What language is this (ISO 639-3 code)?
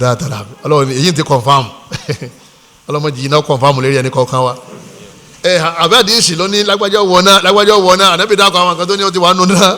yor